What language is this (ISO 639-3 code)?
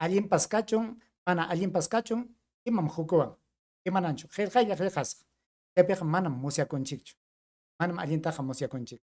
quy